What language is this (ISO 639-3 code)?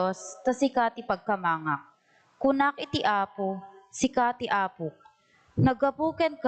ilo